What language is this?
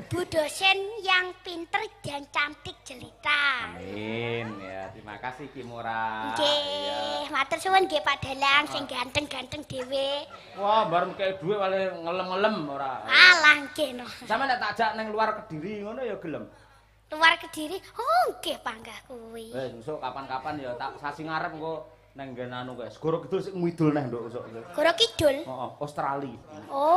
Javanese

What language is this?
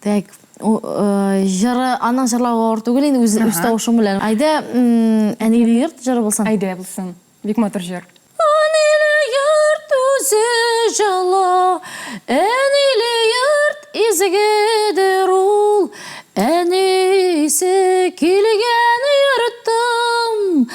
Tatar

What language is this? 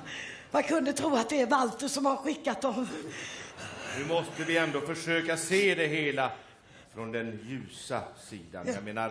Swedish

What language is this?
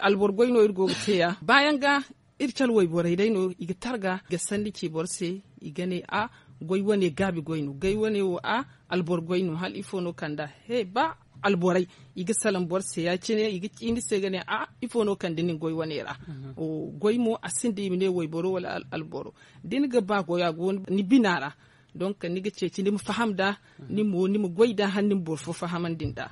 Zarma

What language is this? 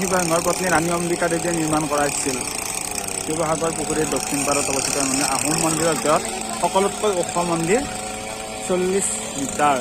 Assamese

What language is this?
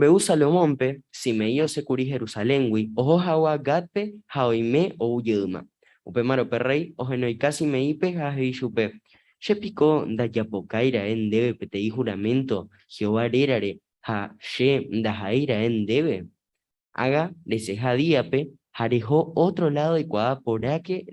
Guarani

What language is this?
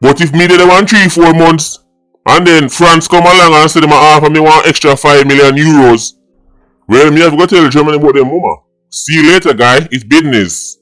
Jamaican Creole English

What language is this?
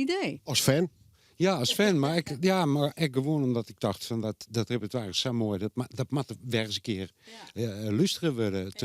Western Frisian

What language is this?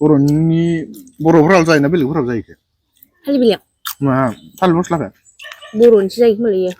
Bodo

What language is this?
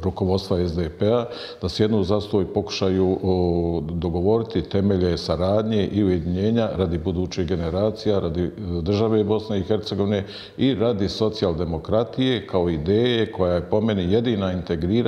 Bosnian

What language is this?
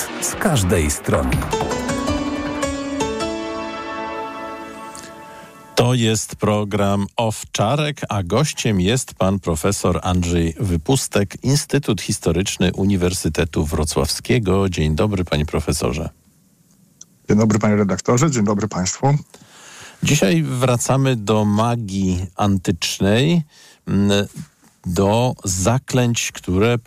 Polish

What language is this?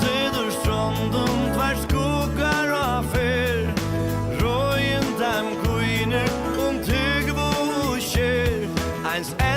Faroese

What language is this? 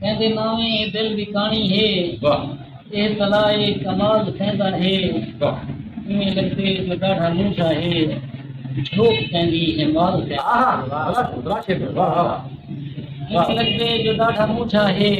Saraiki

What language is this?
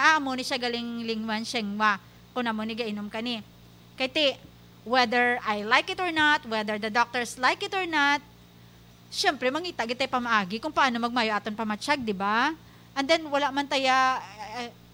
Hiligaynon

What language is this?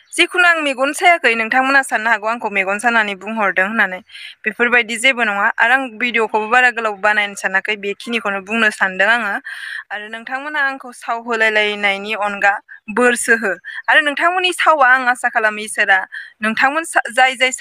Bodo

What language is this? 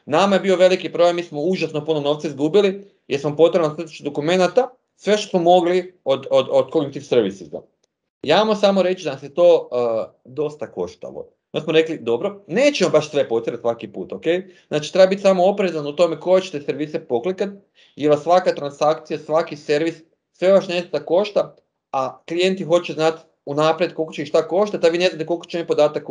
Croatian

